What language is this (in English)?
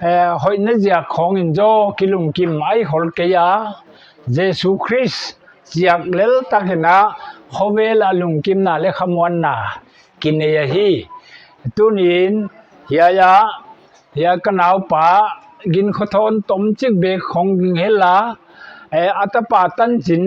Paite Chin